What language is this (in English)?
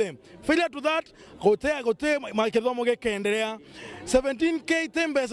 Meru